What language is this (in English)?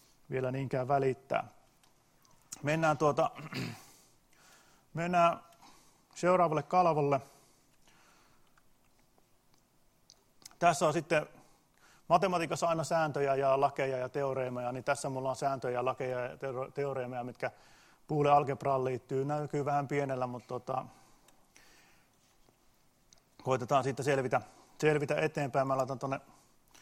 Finnish